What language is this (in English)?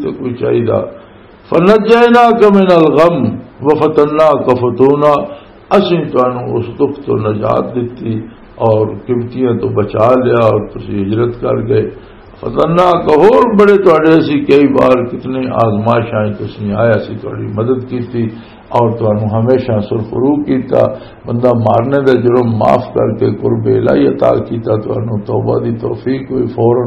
Western Panjabi